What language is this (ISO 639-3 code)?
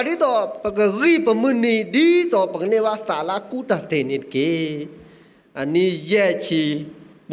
ksw